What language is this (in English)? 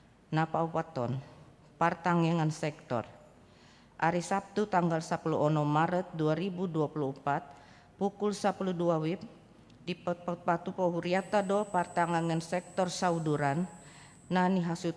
Batak Toba